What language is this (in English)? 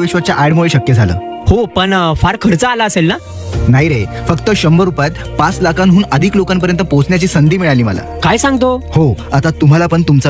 Marathi